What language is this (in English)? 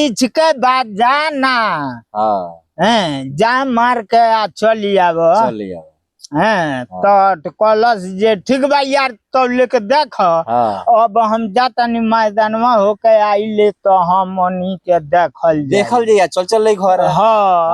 Bhojpuri